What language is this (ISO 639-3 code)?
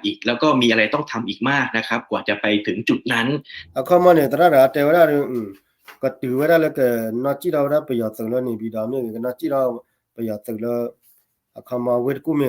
ksw